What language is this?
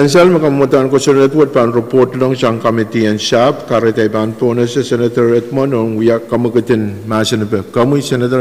Pohnpeian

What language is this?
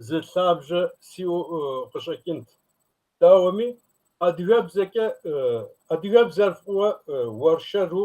Kabardian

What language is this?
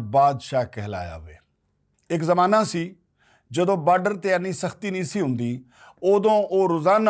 Western Panjabi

